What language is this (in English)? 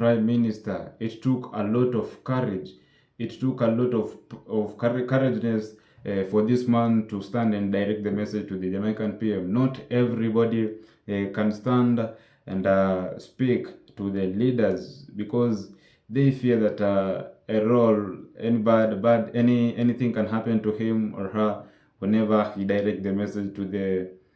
Jamaican Creole English